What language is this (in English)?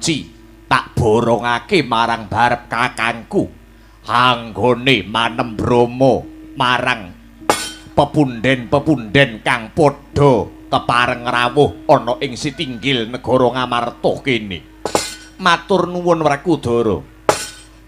Javanese